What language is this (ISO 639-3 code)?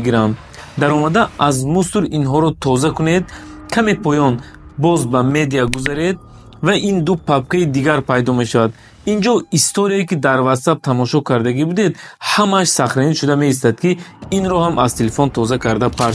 tgk